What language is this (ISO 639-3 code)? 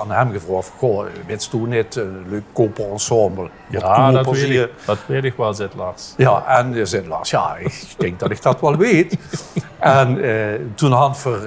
lim